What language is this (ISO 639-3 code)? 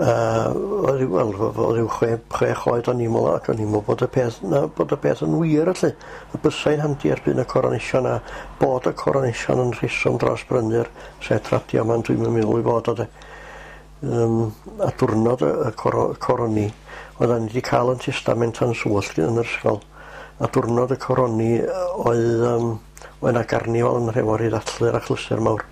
cym